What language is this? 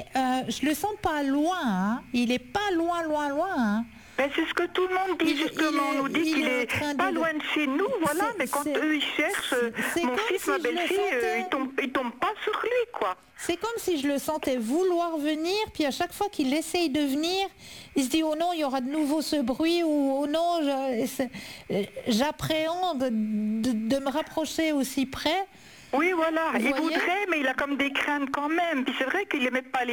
French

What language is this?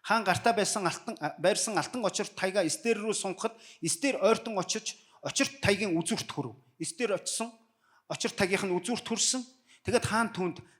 Mongolian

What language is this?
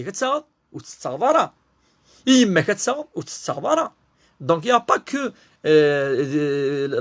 Kabyle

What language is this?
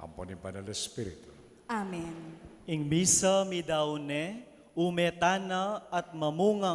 Pampanga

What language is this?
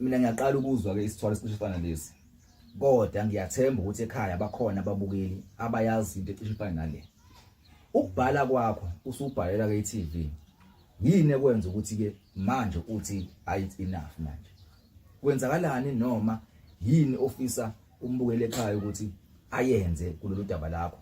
Zulu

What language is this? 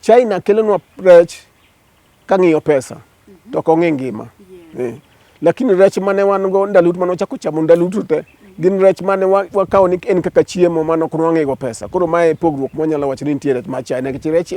Luo (Kenya and Tanzania)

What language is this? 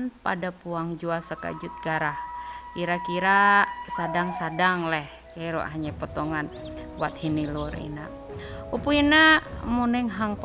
Ma'anyan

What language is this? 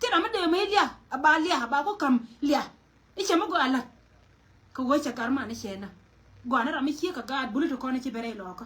Nuer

